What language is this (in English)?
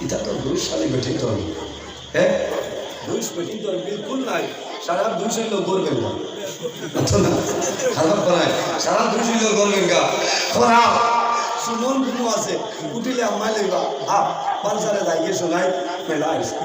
Sylheti